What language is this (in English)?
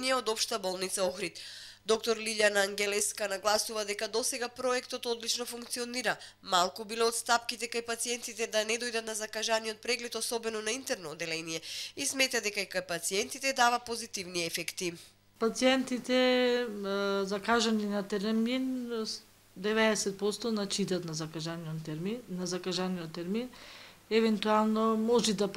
Macedonian